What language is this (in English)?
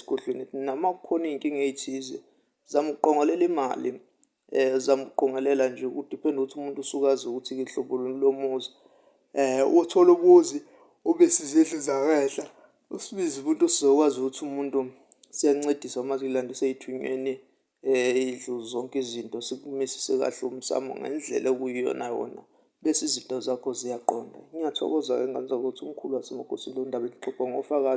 Zulu